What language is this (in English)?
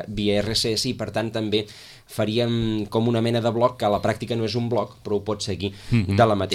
Catalan